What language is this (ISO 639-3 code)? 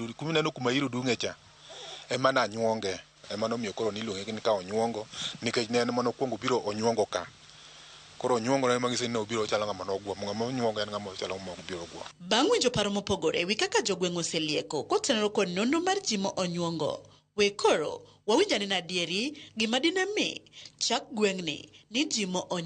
luo